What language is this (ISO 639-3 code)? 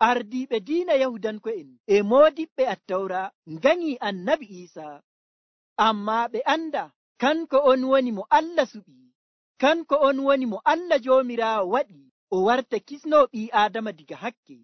fuv